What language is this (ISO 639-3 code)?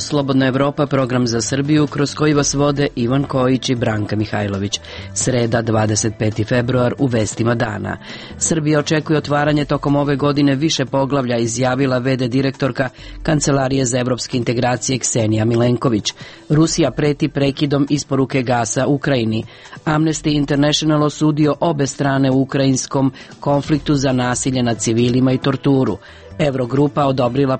srp